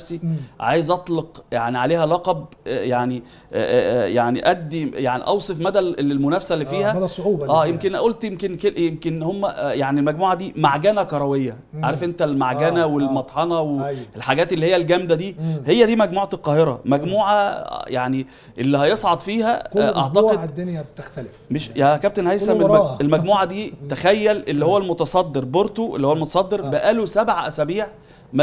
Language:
Egyptian Arabic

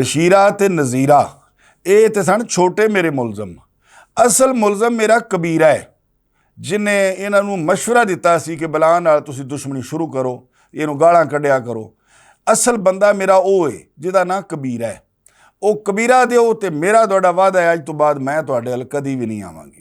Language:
Western Panjabi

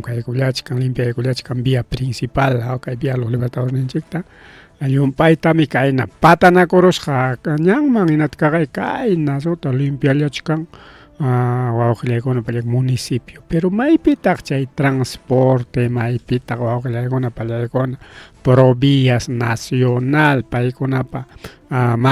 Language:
Ayacucho Quechua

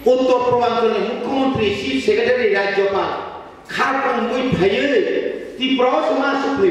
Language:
Kok Borok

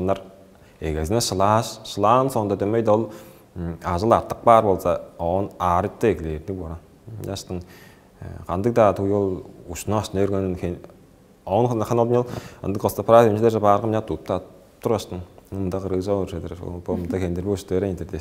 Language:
Tuvinian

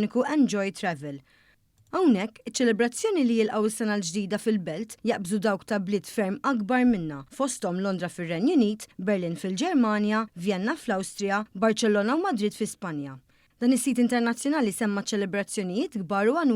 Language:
Maltese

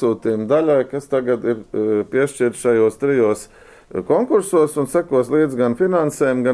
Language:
Latvian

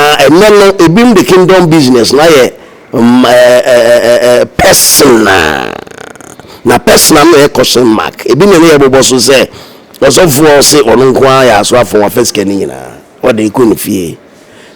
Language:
Akan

